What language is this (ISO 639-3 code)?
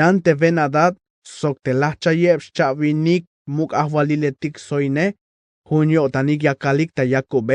tzh